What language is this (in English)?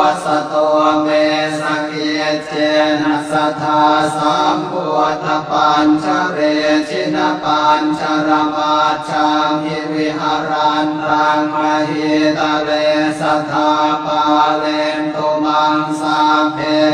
Pali